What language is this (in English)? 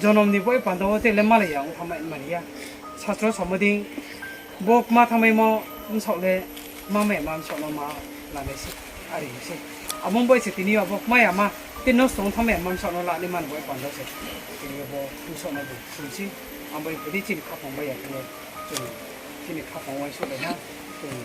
Riang (India)